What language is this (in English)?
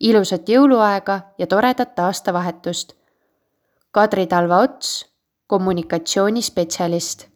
Estonian